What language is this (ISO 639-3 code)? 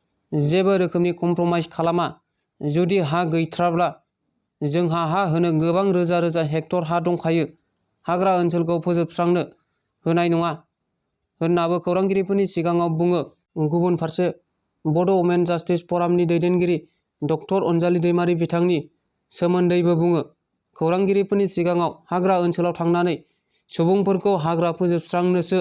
brx